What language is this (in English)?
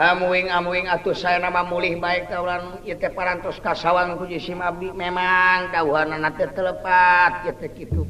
Sundanese